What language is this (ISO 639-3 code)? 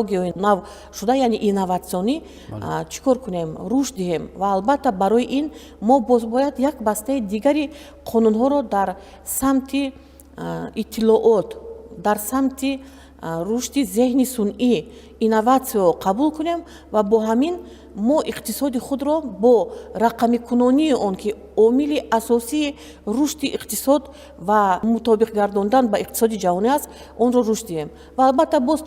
tgk